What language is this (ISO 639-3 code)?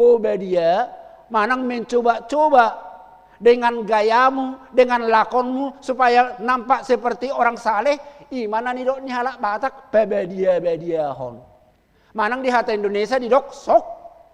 bbc